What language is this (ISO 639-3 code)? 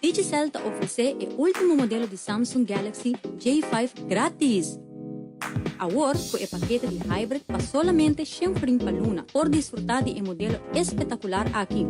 pap